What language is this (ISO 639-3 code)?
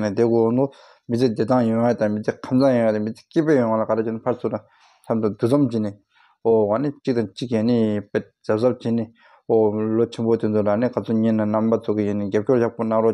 bod